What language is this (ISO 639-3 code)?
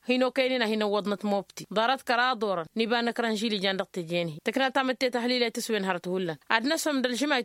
taq